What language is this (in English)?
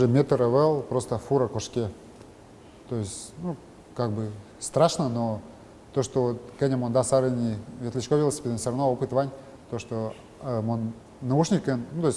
Udmurt